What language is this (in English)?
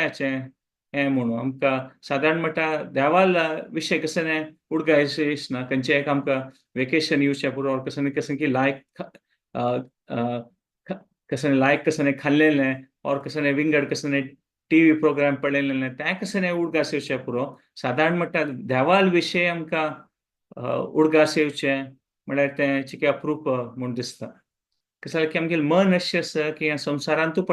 Konkani